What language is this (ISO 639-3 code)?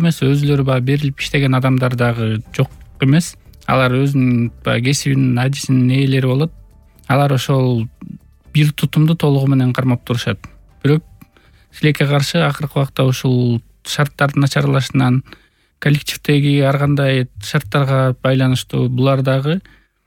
kir